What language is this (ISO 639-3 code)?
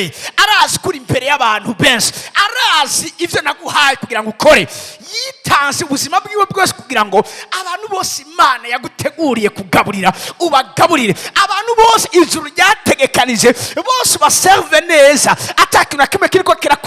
run